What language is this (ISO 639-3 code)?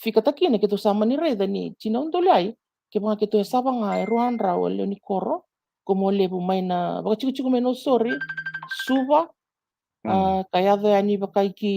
fij